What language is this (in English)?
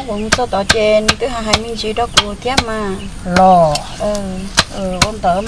Hmong